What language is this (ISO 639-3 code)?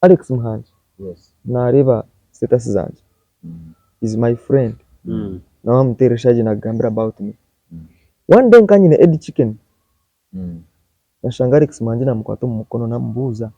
nyn